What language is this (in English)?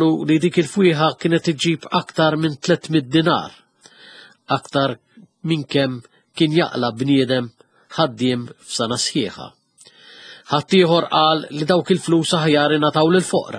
Maltese